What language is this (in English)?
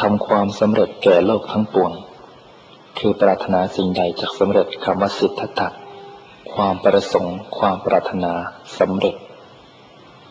Thai